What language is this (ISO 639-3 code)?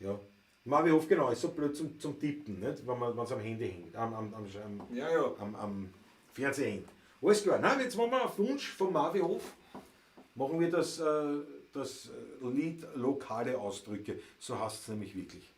bar